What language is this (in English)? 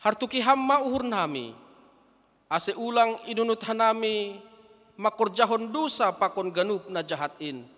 Batak Simalungun